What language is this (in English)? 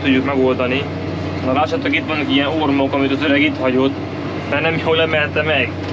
Hungarian